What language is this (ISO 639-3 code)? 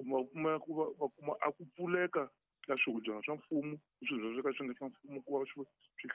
tso